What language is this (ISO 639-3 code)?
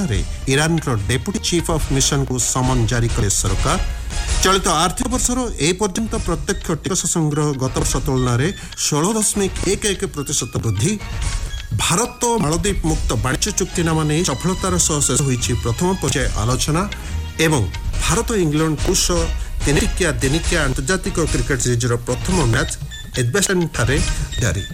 ori